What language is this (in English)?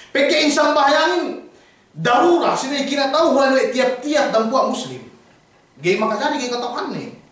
Yakan